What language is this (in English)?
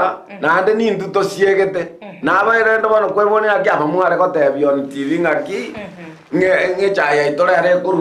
Gusii